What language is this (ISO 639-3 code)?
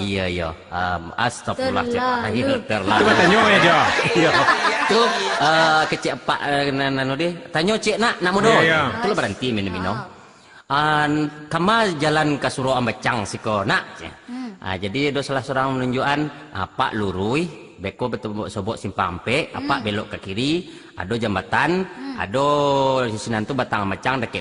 min